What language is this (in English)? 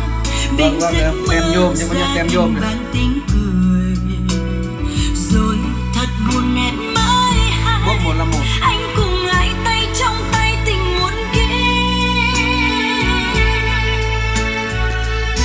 Vietnamese